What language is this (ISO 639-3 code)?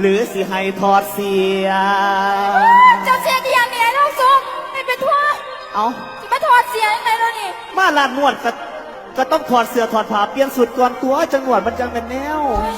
lao